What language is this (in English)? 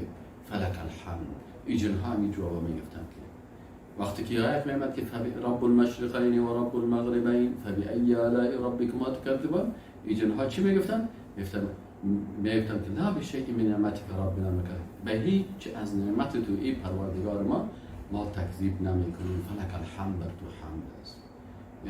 Persian